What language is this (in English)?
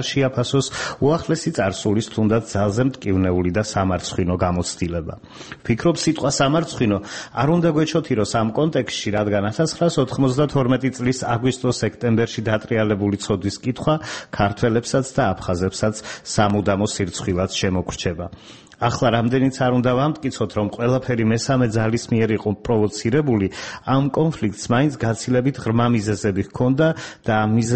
Georgian